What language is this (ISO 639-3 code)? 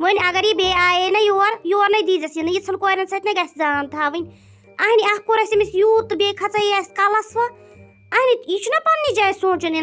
kas